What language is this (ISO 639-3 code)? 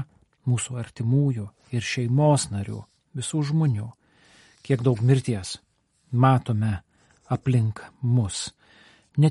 lit